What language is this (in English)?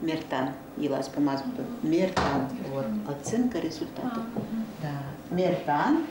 Udmurt